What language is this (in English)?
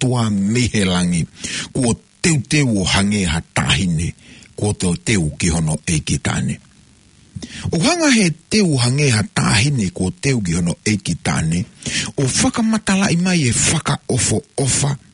Tongan